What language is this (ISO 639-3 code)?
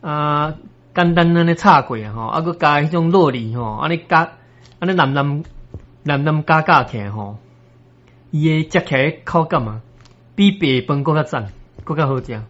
nan